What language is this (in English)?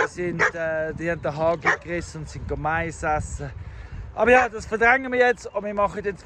Swiss German